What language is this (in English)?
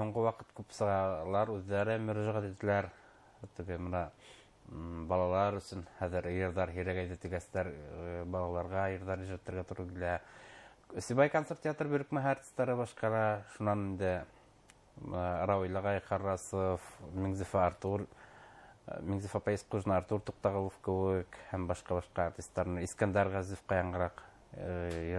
Bashkir